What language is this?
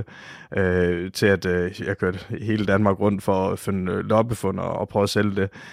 Danish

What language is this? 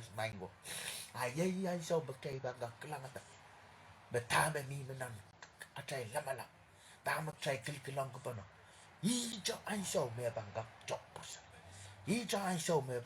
Pohnpeian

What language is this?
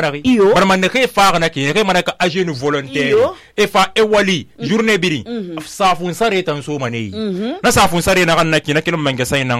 Susu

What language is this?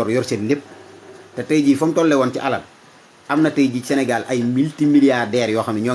Wolof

